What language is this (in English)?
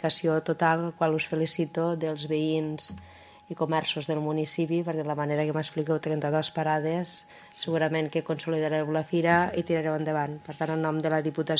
Catalan